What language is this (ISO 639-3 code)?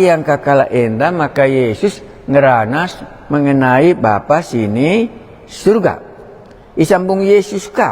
btx